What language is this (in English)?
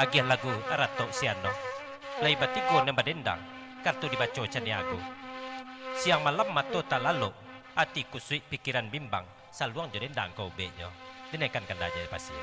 Minangkabau